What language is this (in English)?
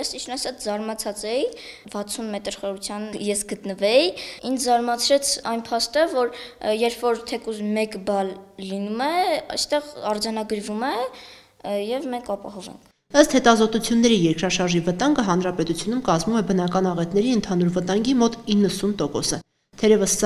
Armenian